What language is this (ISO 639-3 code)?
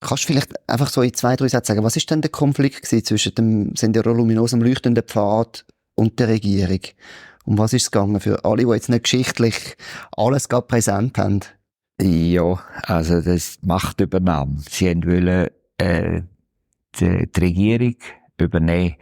gsw